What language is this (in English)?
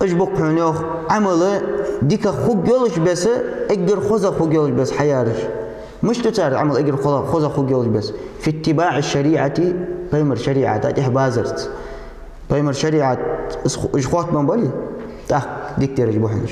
Ingush